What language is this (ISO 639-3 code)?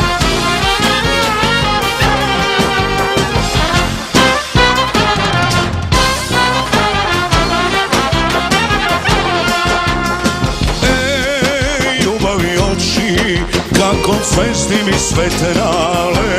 mkd